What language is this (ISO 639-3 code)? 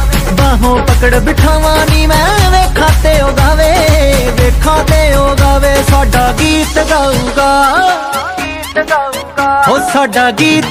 pan